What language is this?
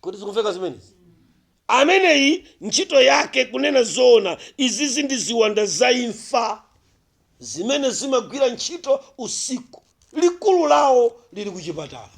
Nyanja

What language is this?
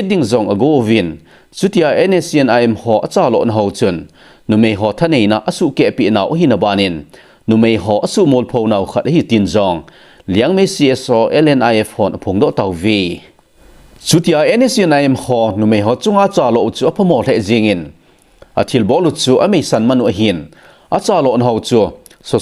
Thado Chin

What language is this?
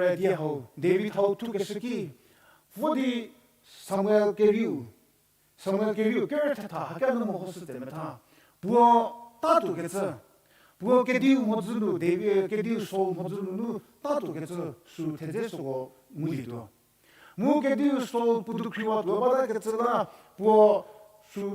Angami Naga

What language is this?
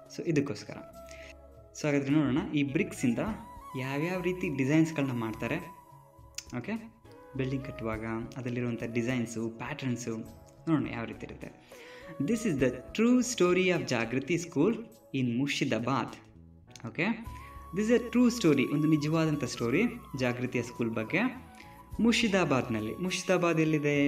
Kannada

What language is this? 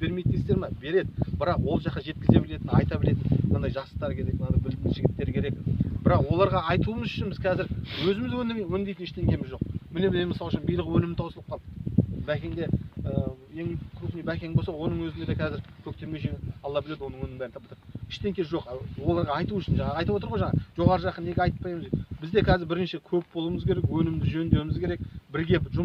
Kazakh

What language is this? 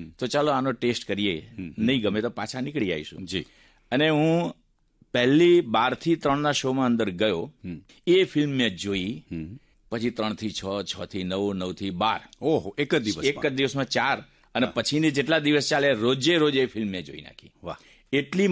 Gujarati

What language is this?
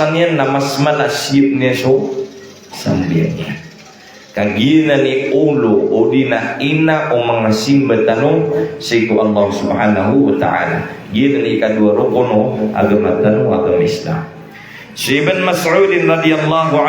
Maranao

